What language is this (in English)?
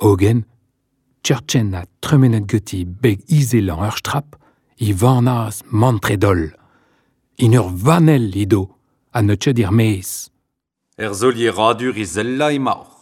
Breton